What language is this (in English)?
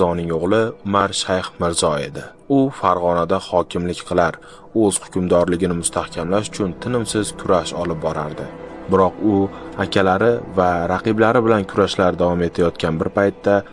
Uzbek